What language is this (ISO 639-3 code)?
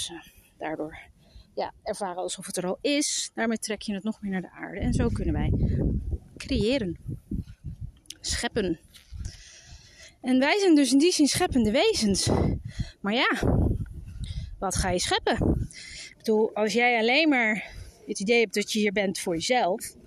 nld